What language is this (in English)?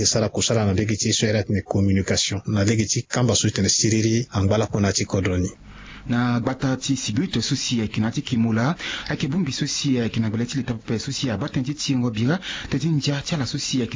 Sango